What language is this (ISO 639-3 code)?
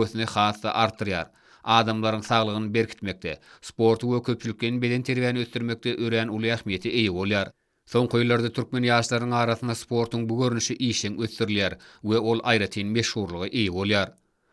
tuk